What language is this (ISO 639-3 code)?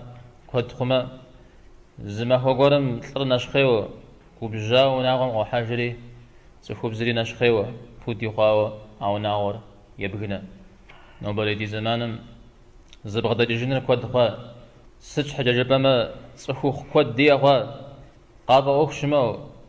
kbd